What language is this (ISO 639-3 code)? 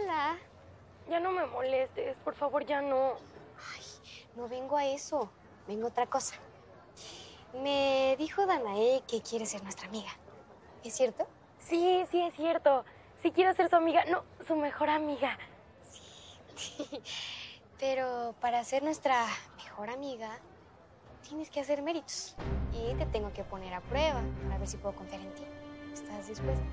spa